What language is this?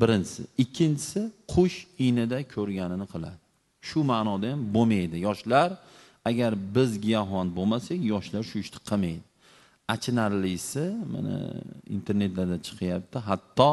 Uzbek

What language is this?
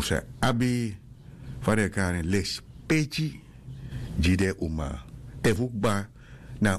Sranan Tongo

